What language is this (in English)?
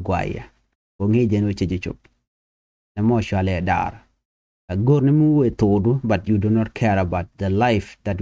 Nuer